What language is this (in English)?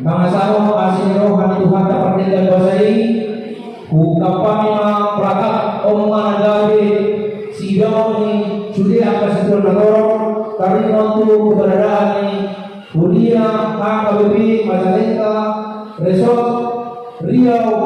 Batak Toba